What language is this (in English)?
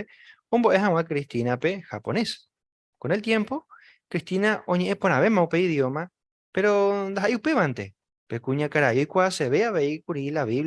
Guarani